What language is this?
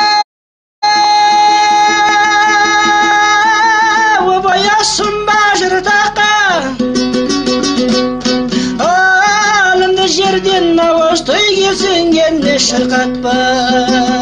Kazakh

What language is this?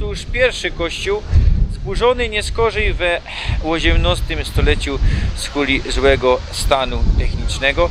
Silesian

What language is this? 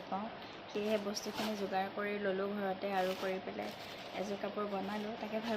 Assamese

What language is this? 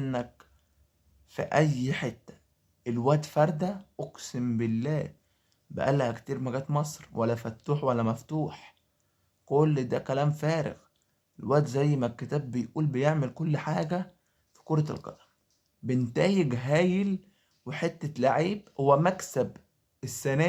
Egyptian Arabic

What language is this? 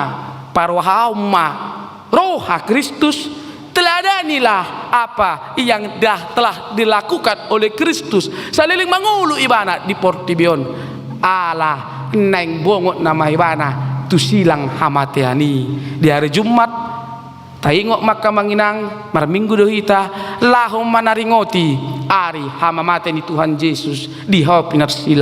Batak Toba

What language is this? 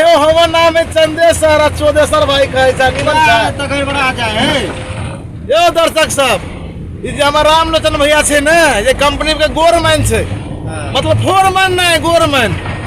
Maithili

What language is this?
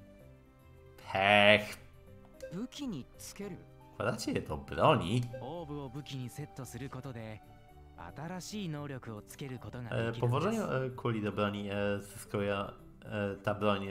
Polish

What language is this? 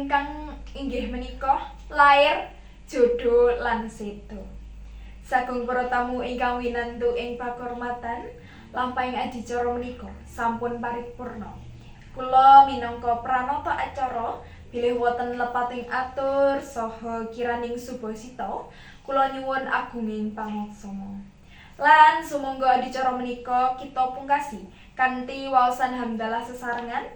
Javanese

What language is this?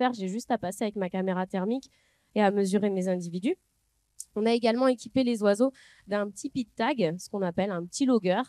French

